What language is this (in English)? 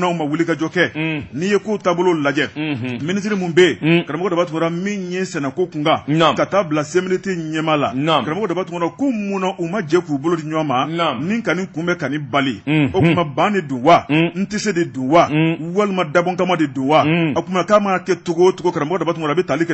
Bambara